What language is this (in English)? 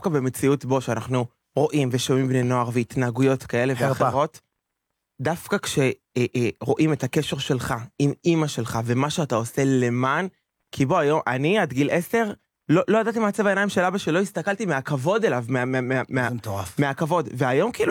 Hebrew